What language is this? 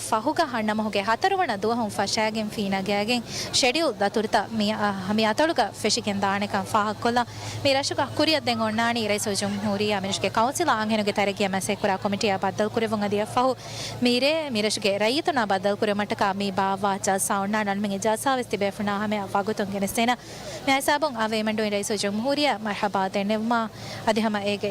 Divehi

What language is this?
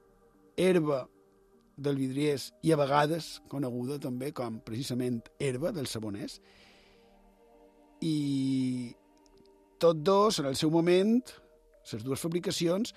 Catalan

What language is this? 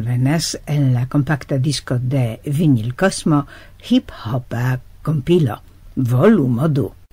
Esperanto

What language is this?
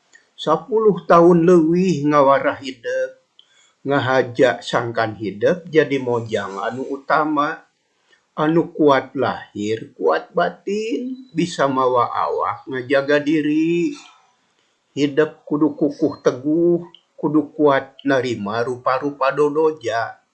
Sundanese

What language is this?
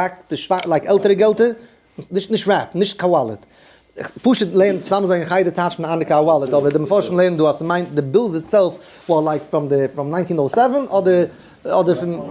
Yiddish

